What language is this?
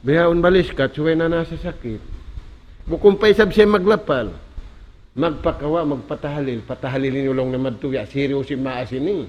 Tausug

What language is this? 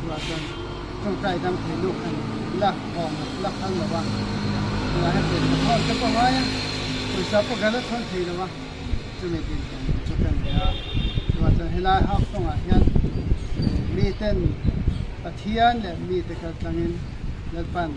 Hmar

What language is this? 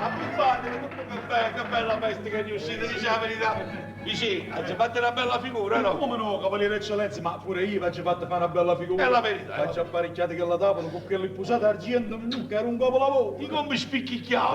Neapolitan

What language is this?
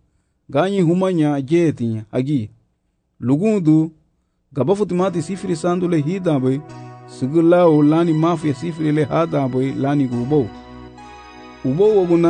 Garifuna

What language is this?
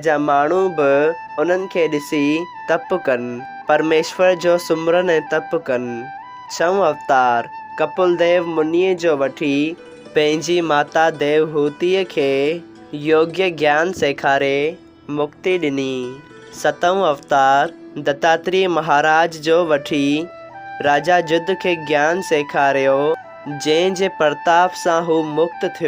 Sindhi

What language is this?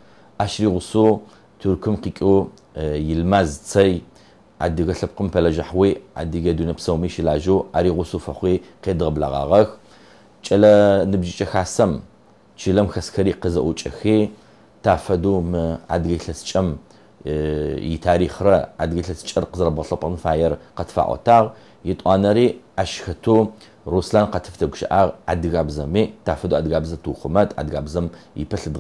Adyghe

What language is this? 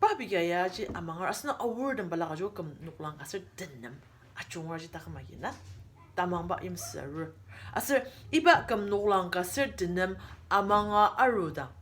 Ao Naga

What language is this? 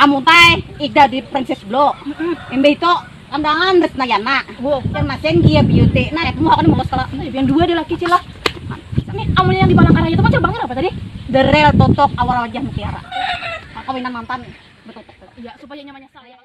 Banjar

